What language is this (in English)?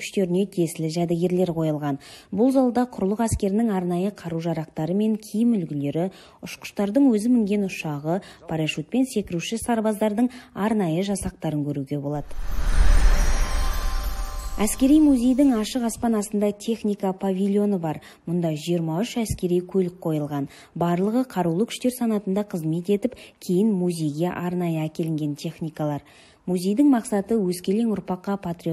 Kazakh